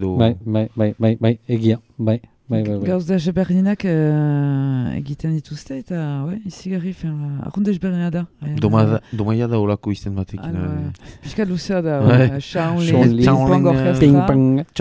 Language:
Basque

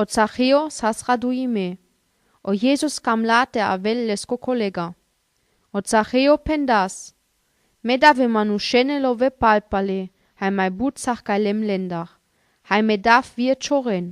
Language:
Sinte Romani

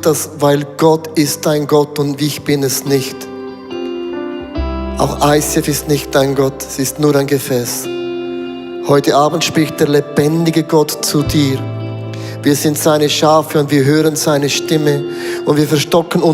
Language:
Swiss German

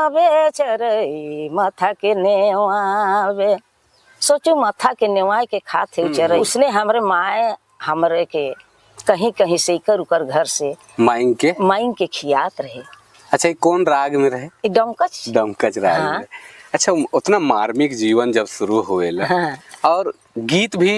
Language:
Sadri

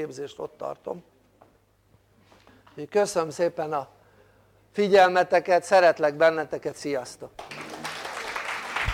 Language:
Hungarian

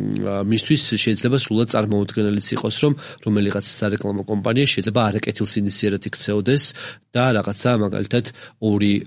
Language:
Georgian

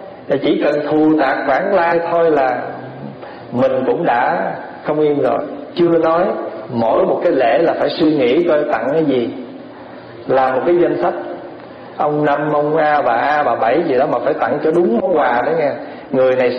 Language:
Vietnamese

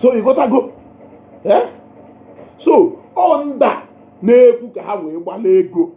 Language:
Igbo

